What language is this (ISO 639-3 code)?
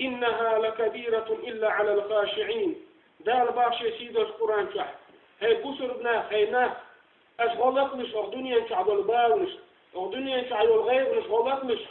che